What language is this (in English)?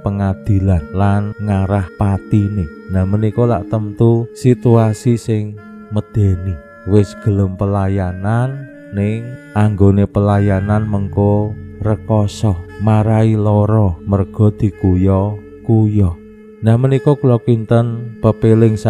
Javanese